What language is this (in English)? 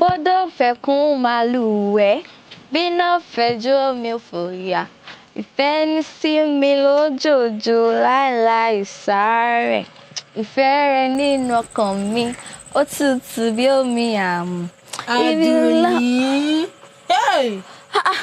Yoruba